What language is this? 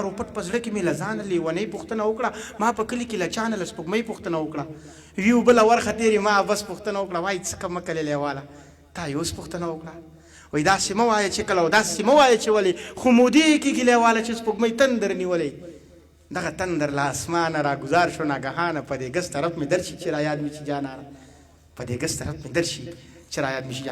Pashto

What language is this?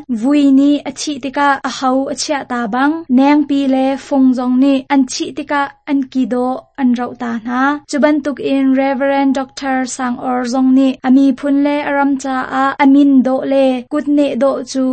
Hakha Chin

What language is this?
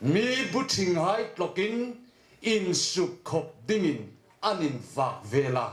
Hmar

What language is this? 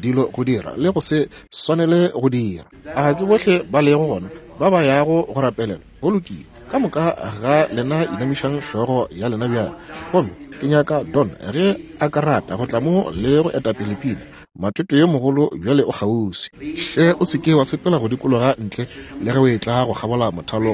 Northern Sotho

